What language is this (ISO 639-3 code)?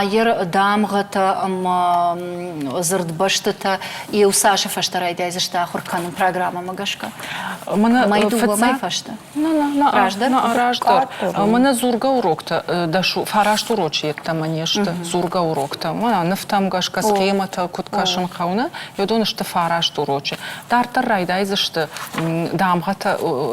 oss